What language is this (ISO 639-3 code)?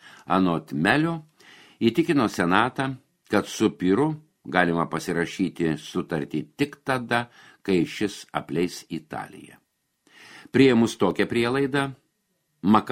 lit